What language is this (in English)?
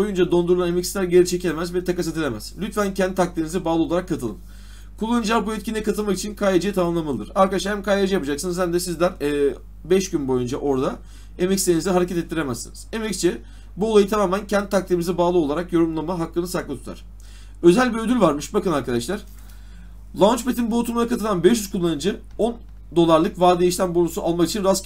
Turkish